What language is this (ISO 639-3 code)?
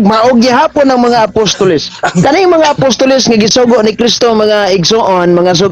ceb